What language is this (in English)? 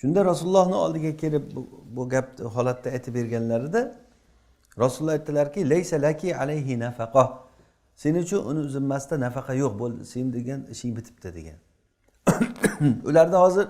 Uzbek